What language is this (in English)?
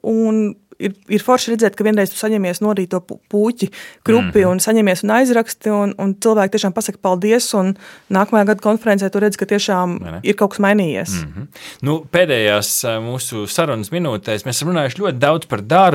Latvian